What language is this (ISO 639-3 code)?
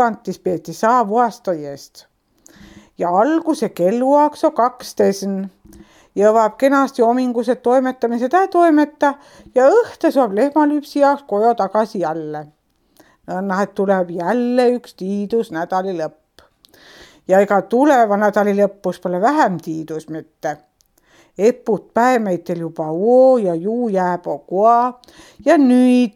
est